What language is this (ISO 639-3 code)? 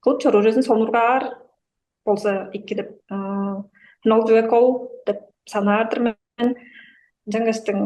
tyv